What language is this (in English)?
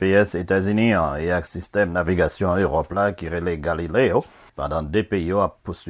Haitian Creole